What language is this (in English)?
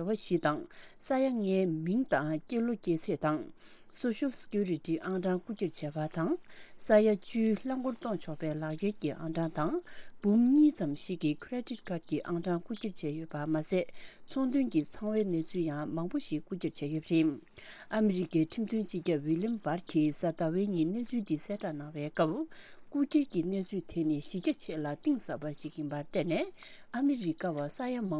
Tibetan